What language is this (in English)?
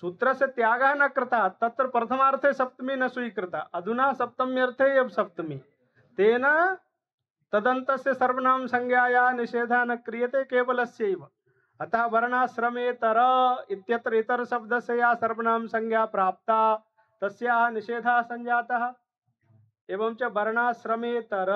Sanskrit